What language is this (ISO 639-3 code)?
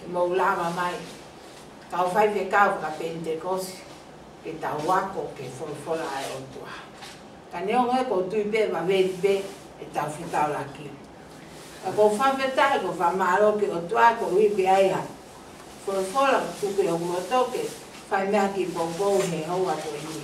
ton